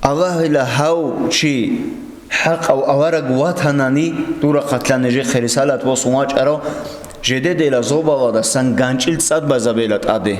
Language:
Avaric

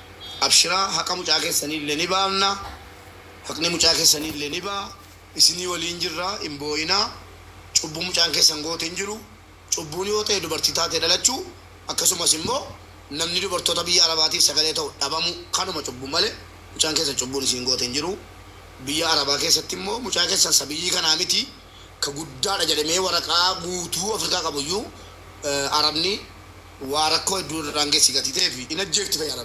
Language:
Oromo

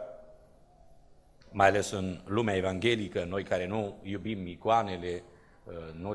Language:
Romanian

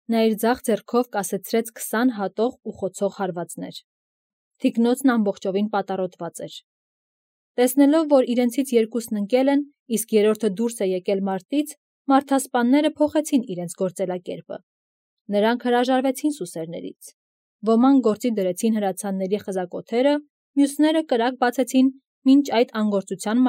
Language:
Armenian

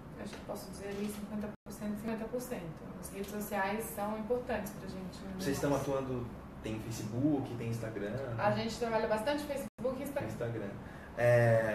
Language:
Portuguese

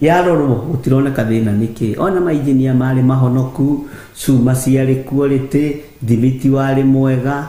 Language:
Kikuyu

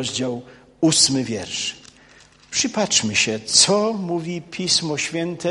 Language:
Polish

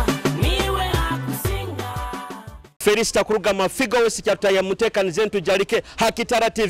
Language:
Nyoro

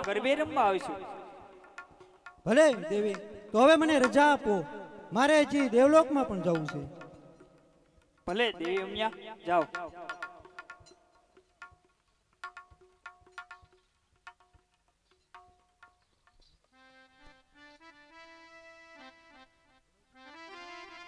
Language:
Gujarati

